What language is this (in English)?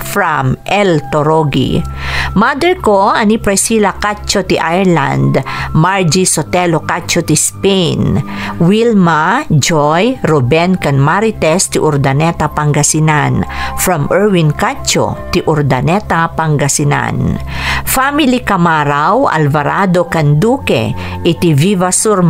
Iloko